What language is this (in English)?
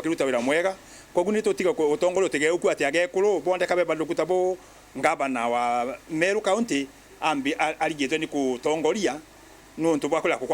Meru